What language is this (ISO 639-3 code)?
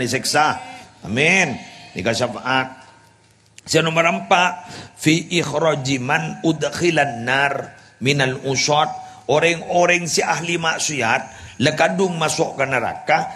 mad